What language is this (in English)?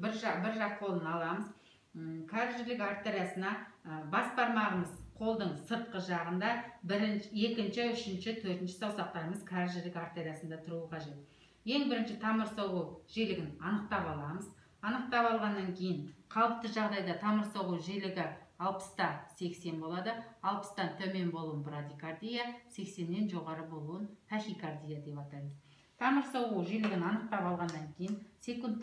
Kazakh